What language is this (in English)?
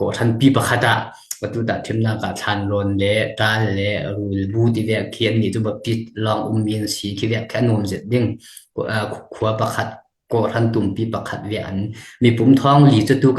Falam Chin